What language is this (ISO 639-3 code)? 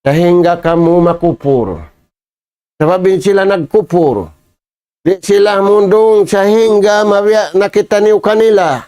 tsg